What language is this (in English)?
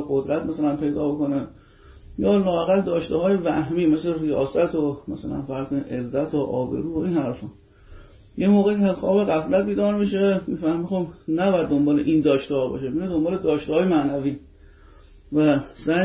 Persian